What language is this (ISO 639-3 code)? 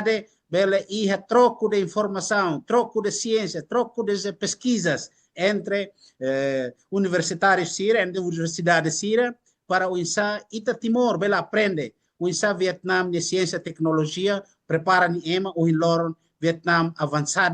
tet